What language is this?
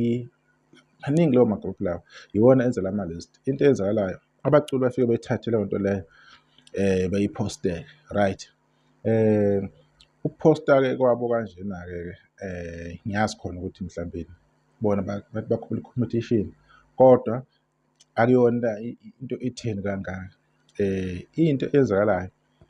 Zulu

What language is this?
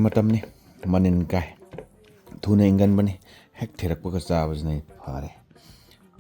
Manipuri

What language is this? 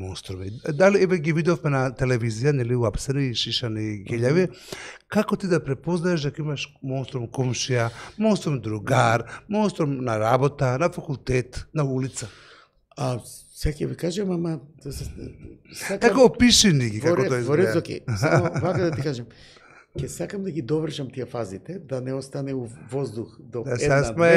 Macedonian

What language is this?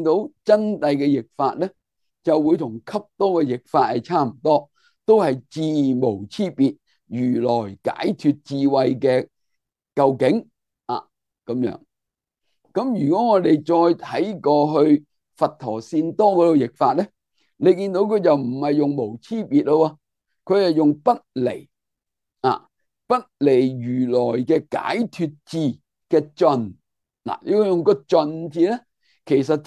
Cantonese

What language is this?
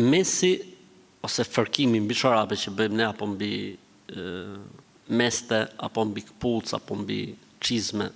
Albanian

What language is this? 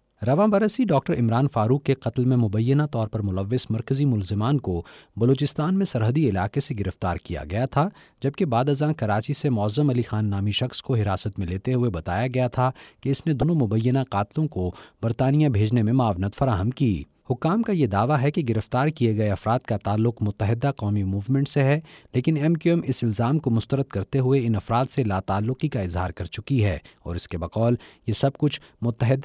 Urdu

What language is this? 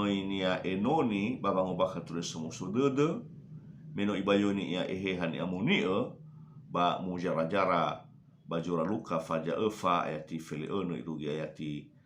Nias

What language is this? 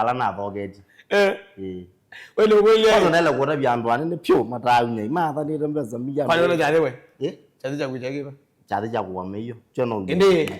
Kamba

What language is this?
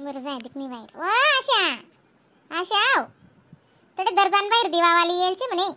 Khandesi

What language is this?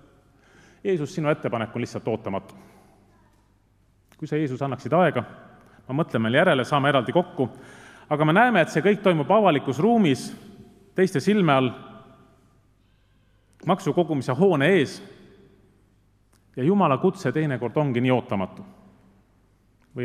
Estonian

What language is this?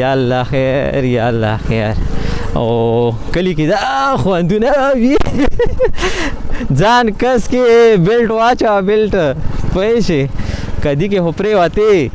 Pashto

